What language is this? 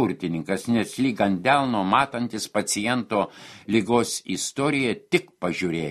Lithuanian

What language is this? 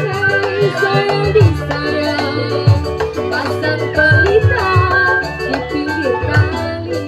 Betawi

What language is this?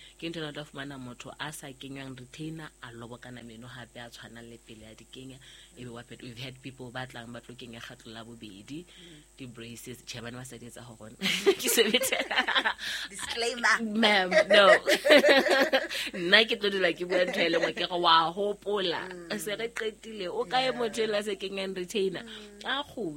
Southern Sotho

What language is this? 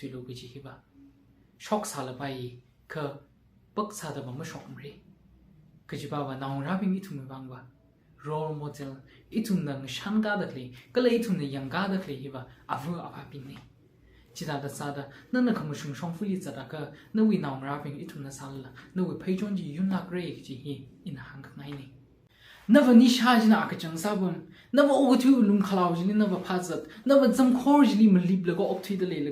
Tangkhul Naga (India)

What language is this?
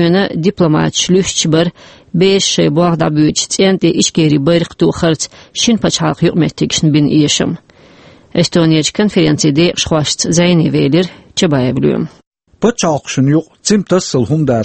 Chechen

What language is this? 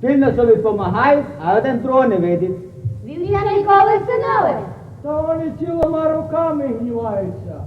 Rusyn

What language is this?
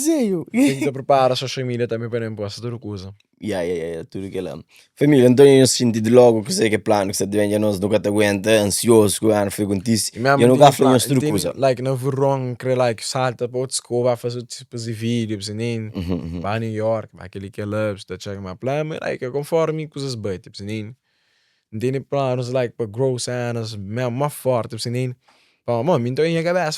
Kabuverdianu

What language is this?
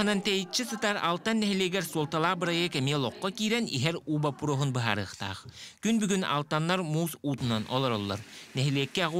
Yakut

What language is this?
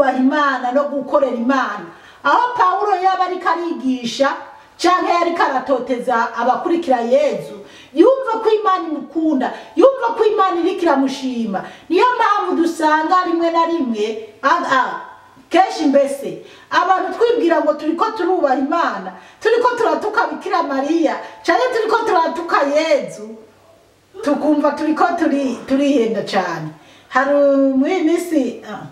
Rundi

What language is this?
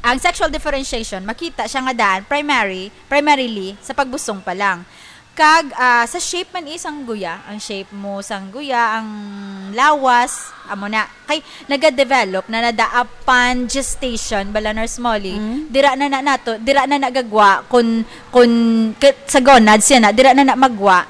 Hiligaynon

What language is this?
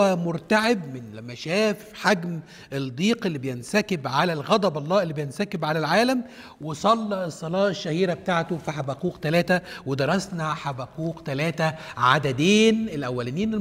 Egyptian Arabic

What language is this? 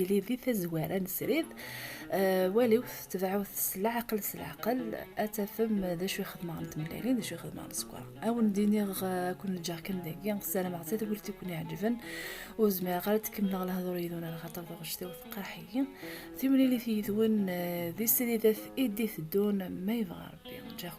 Kabyle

